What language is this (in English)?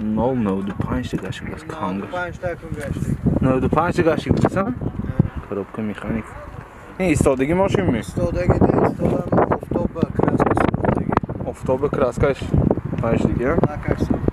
Tajik